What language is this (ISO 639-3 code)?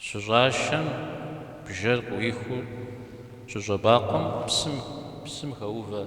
kbd